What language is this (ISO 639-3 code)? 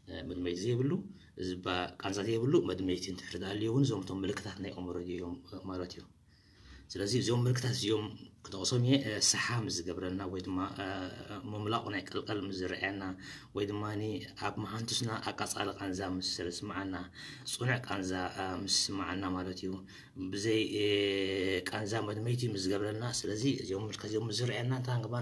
tir